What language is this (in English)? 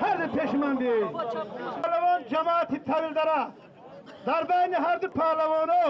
Tajik